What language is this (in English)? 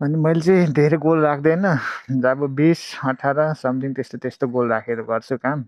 Nepali